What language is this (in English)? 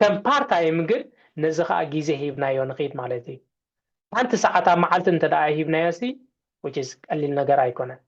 Tigrinya